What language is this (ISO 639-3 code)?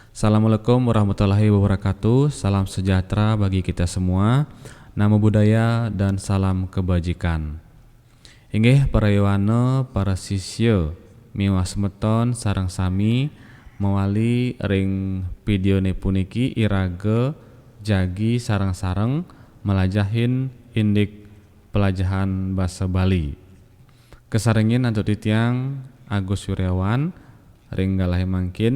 ban